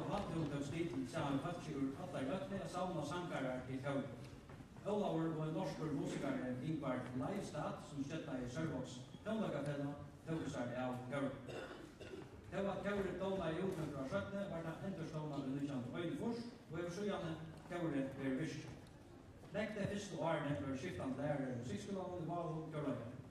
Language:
Faroese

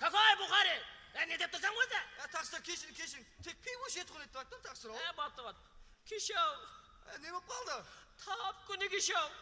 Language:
Kara-Kalpak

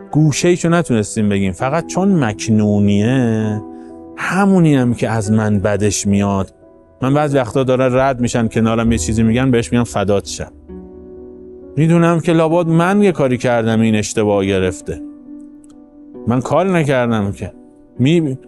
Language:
Persian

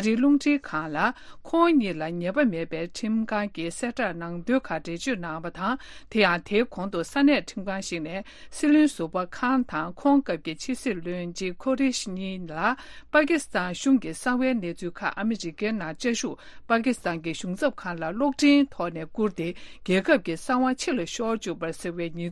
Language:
Tibetan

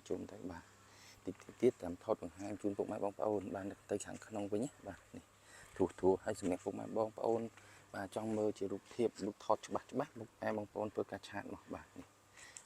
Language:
Khmer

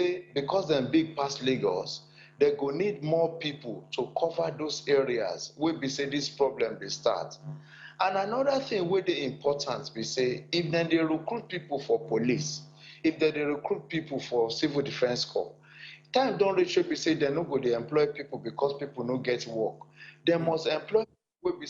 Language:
Nigerian Pidgin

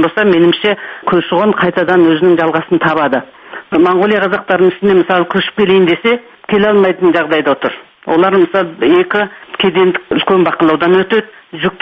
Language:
Kazakh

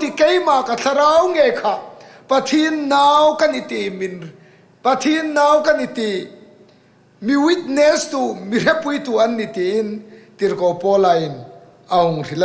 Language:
Hmar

